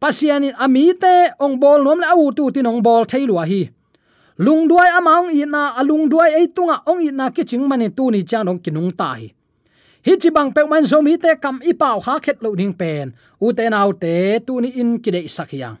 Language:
Tedim Chin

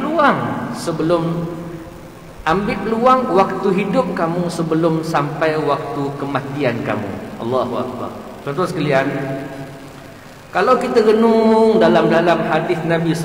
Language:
Malay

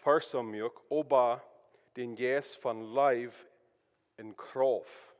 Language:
Plautdietsch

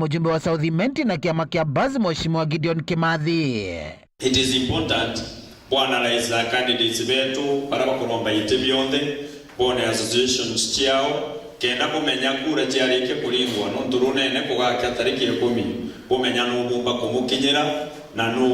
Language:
Meru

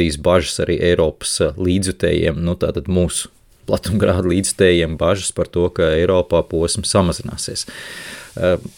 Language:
Latvian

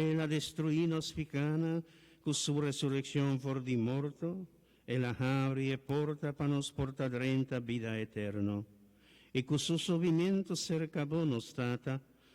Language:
Papiamento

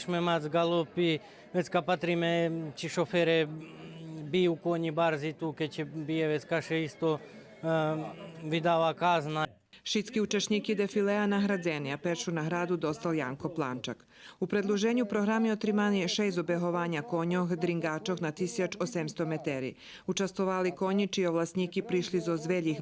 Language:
Rusyn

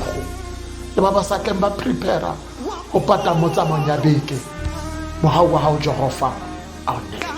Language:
Tswana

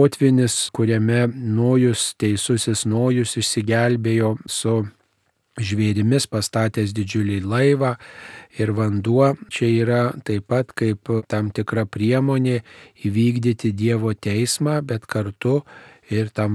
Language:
Lithuanian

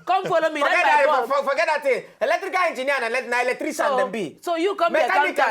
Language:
Nigerian Pidgin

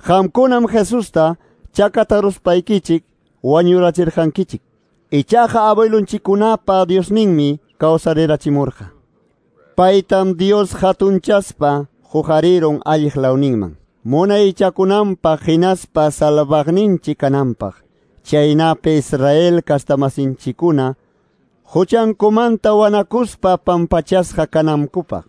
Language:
Ayacucho Quechua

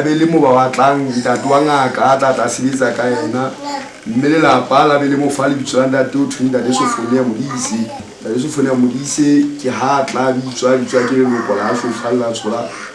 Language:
Southern Sotho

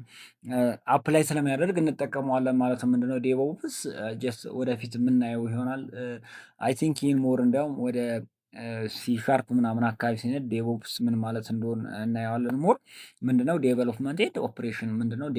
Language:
Amharic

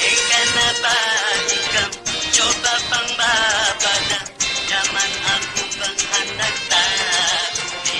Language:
Banjar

